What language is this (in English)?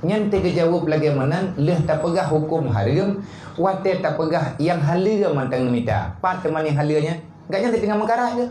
Achinese